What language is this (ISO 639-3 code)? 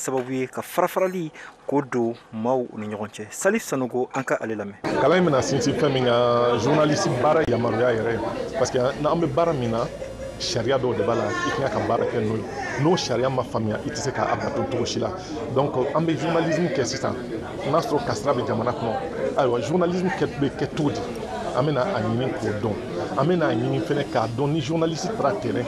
bam